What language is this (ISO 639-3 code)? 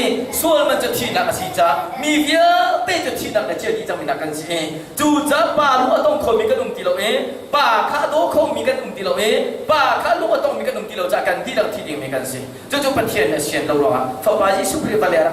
cnh